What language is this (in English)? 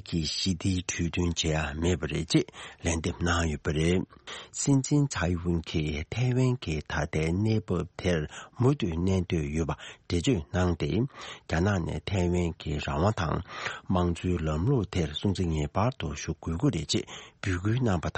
Tibetan